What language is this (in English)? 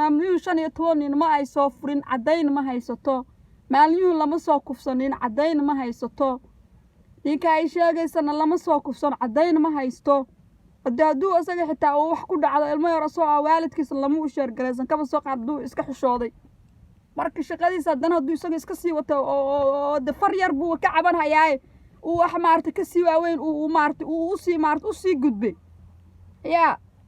Somali